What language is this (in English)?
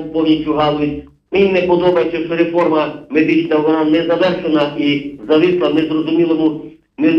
Ukrainian